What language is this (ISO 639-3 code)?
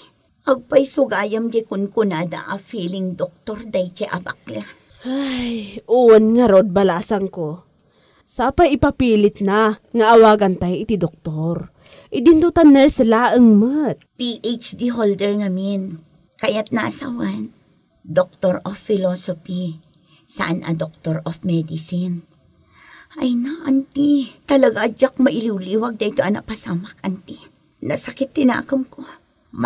ilo